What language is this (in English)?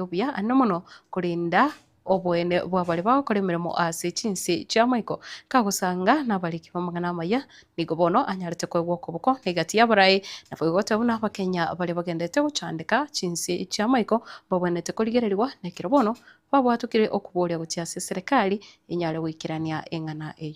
Gusii